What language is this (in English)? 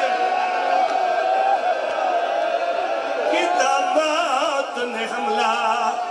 Urdu